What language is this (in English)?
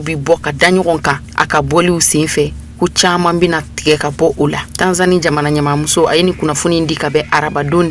Bambara